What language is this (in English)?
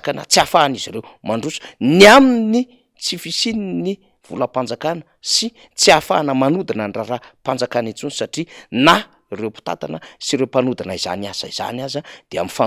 Malagasy